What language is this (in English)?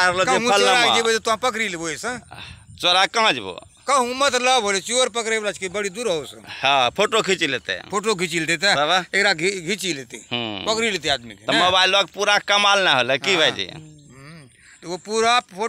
Angika